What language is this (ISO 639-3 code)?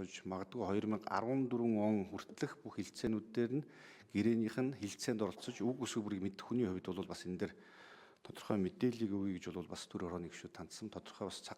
mon